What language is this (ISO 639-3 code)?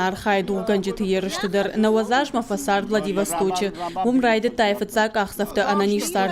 oss